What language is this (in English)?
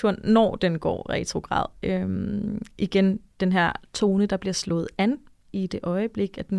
Danish